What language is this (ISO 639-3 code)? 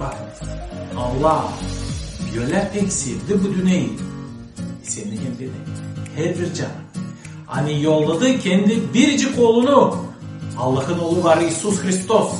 gag